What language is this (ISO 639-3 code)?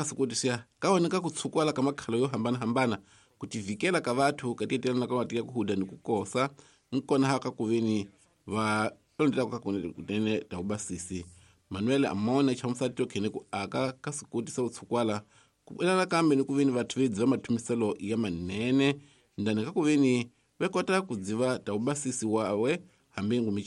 tso